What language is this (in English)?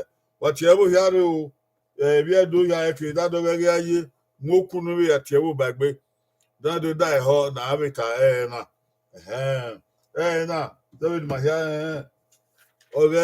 Bini